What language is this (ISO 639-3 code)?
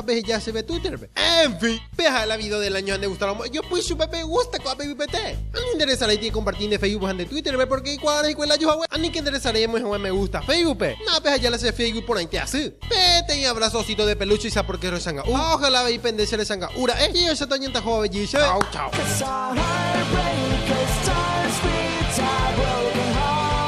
grn